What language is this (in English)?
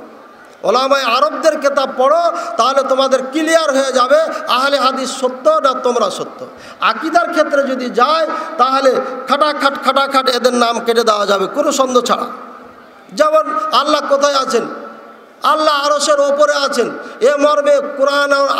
Bangla